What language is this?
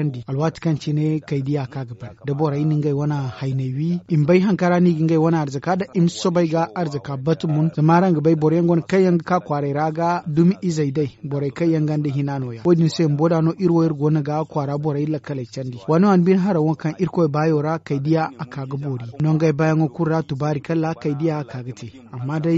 Zarma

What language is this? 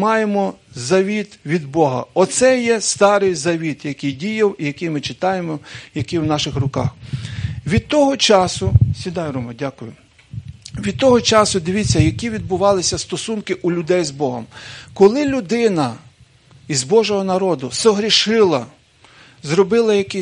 Ukrainian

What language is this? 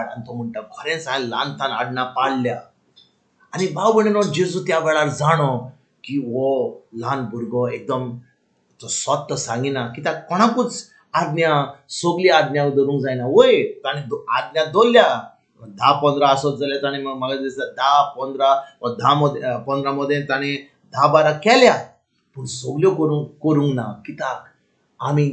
Konkani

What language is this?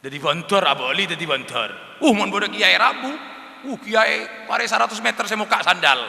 Madurese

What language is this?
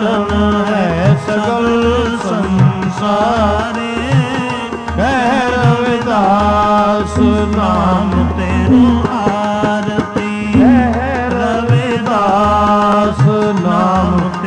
Punjabi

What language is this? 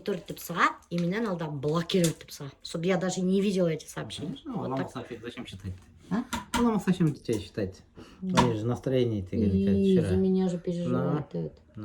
Bashkir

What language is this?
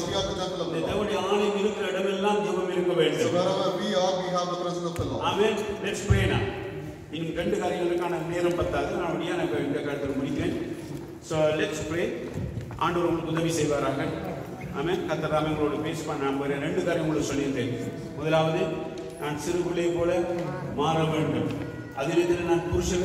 Tamil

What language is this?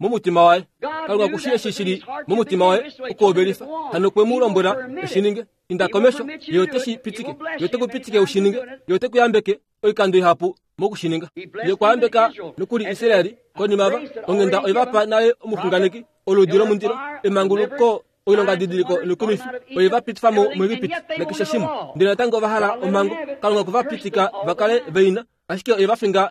Kuanyama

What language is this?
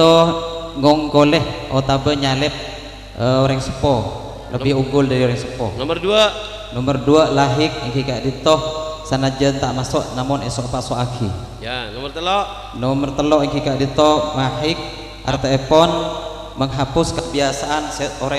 Madurese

